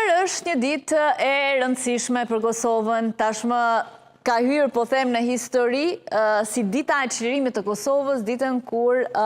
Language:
Albanian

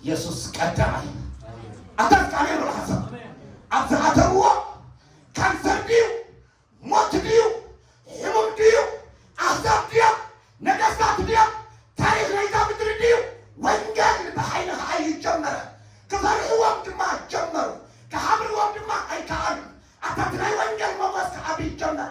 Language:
Tigrinya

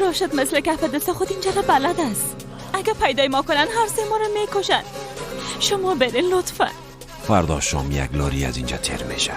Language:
Persian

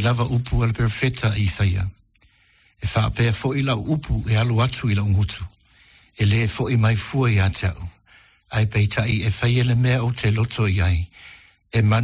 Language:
Samoan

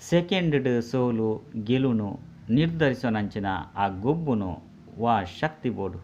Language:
Tulu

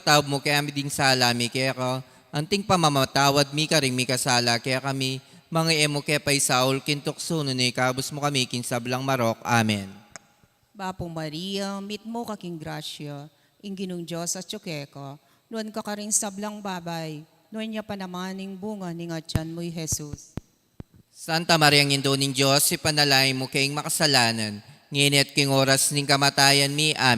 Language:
Pampanga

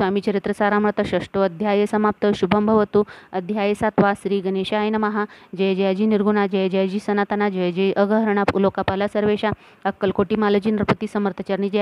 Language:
Marathi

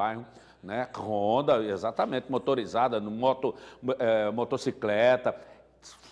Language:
Portuguese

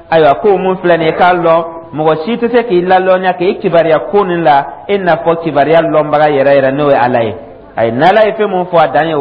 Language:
Dyula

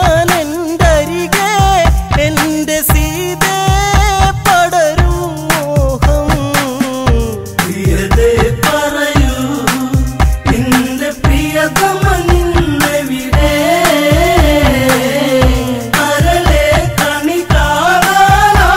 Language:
Malayalam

